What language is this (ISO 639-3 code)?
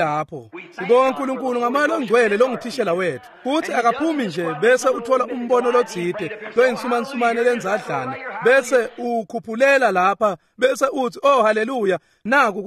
ssw